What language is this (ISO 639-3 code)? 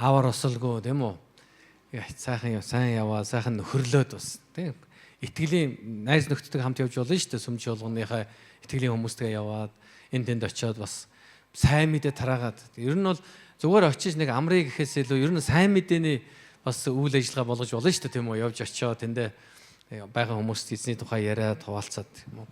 mon